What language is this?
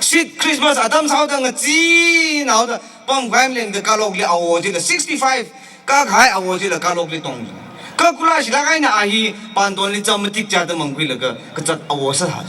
Tangkhul Naga (India)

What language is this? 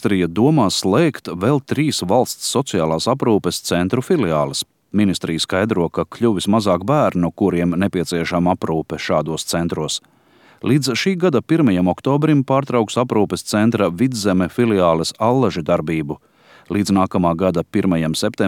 Latvian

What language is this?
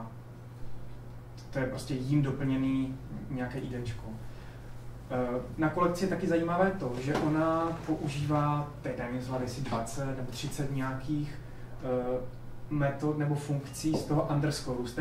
Czech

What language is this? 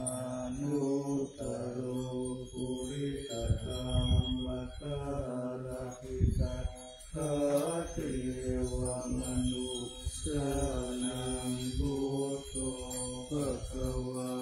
Pali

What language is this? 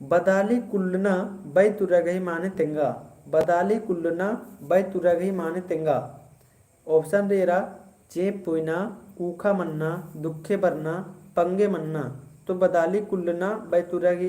Kurukh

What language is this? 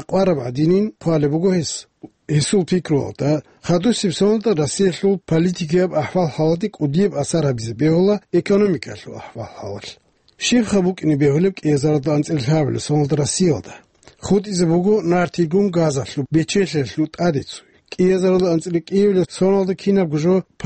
Avaric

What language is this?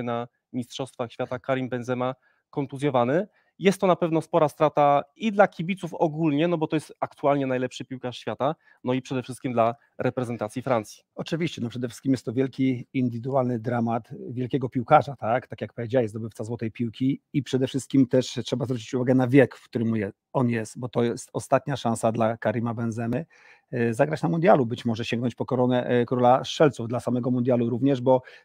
Polish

